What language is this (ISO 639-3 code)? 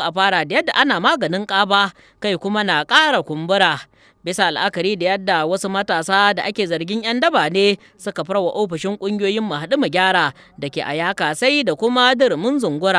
hau